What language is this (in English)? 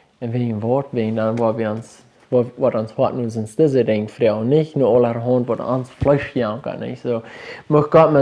Plautdietsch